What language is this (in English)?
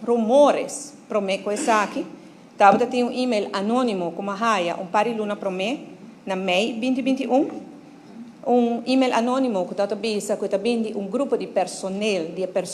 Papiamento